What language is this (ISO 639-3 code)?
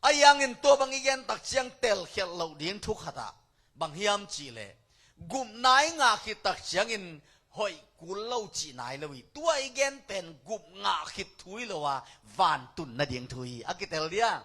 ctd